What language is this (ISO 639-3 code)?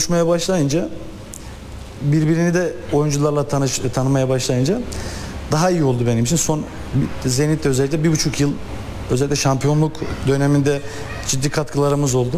tur